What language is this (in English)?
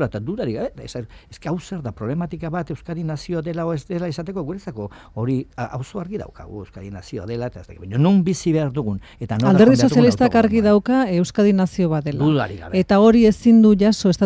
Basque